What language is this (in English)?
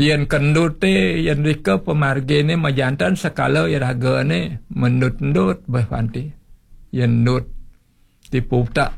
Balinese